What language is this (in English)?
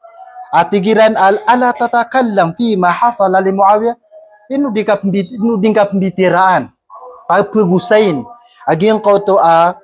Maranao